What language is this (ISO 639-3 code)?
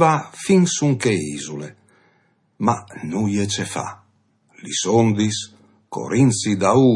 fur